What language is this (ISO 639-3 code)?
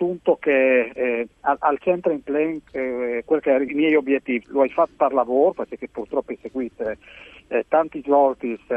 fur